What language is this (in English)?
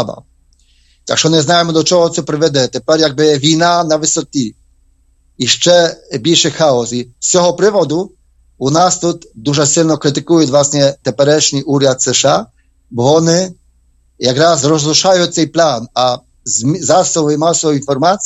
Ukrainian